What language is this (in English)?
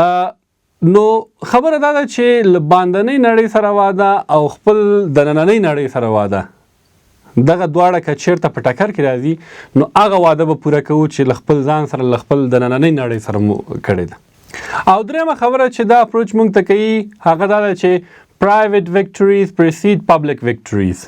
Pashto